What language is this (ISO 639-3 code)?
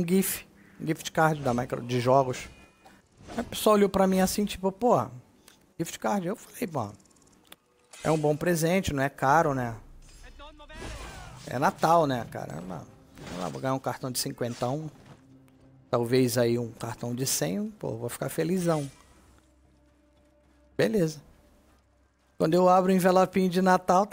por